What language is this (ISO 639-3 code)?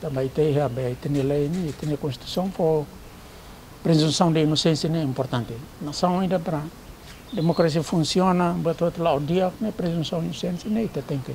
tet